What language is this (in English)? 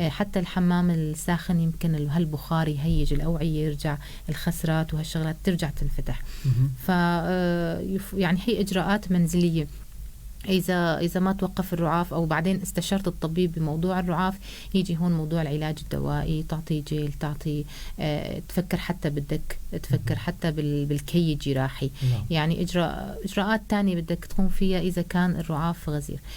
North Levantine Arabic